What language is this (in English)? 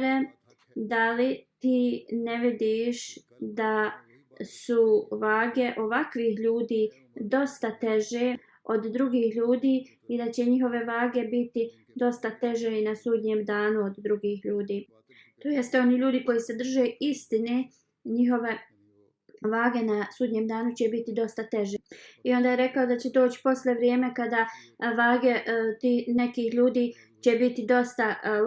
Bosnian